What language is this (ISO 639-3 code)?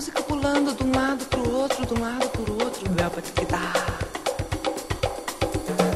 por